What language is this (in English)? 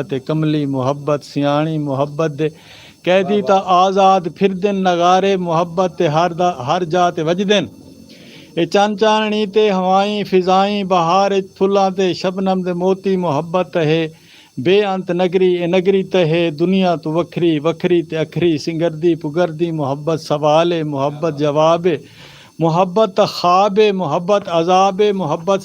Saraiki